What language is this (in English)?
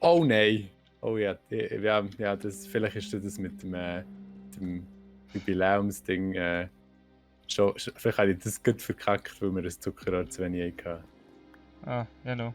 Swiss German